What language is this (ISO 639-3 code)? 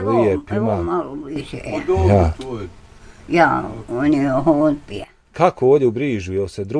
bos